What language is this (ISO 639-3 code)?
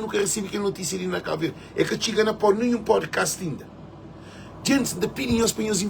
kea